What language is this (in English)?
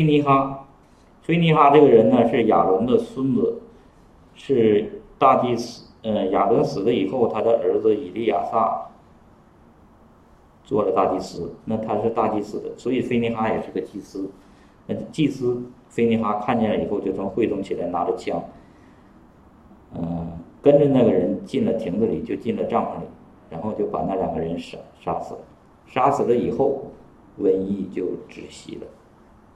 Chinese